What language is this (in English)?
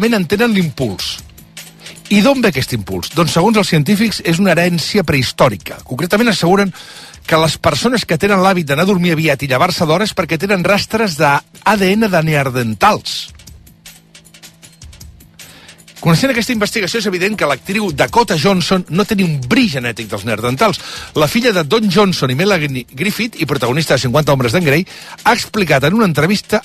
Catalan